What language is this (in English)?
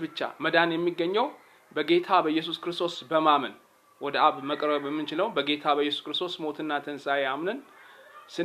Amharic